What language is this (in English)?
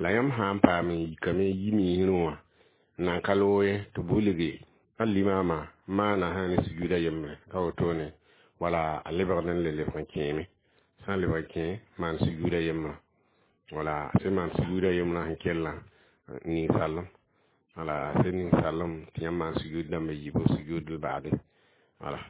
Mossi